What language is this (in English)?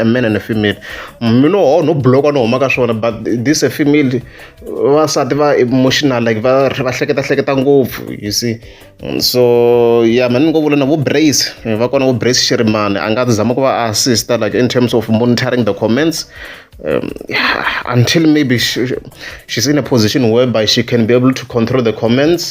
Tsonga